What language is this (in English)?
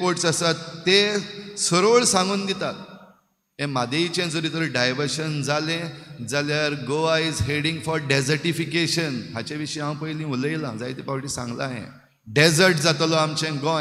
Konkani